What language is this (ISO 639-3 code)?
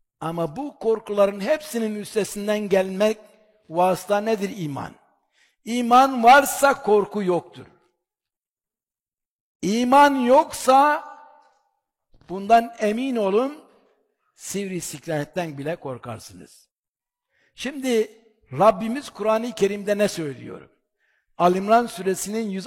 tur